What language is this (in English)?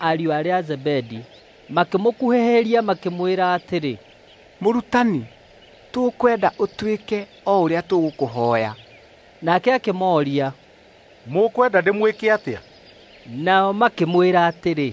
Kikuyu